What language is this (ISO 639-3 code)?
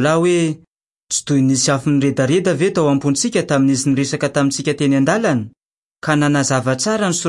mlg